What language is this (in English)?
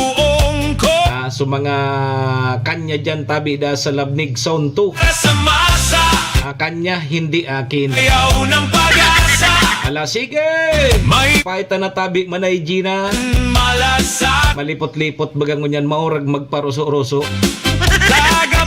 Bikol